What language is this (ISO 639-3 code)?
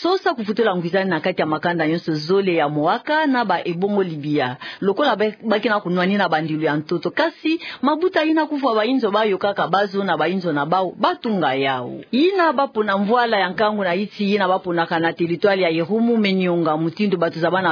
ktu